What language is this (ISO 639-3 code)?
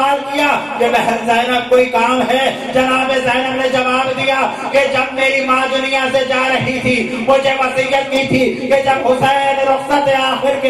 urd